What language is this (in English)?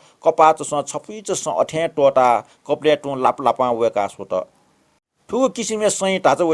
Newari